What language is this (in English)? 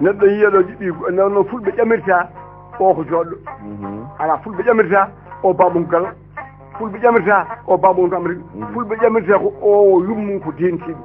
Fula